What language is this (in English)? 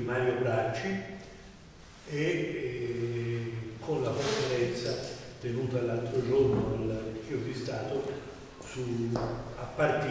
Italian